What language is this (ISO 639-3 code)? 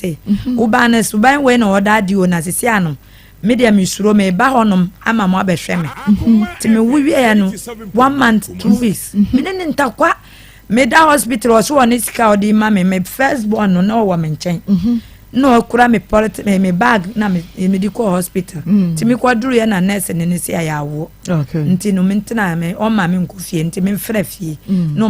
aka